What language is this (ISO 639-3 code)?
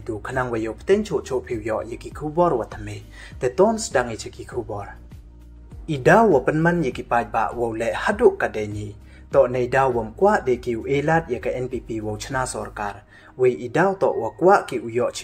pbv